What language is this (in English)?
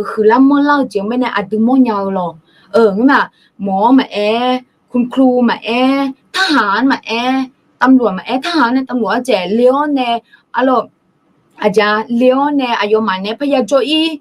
Akha